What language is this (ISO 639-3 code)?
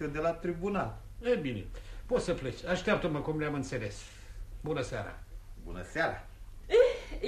ron